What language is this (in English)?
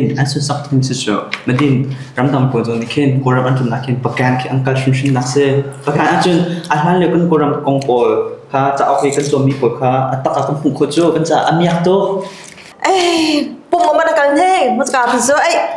Hakha Chin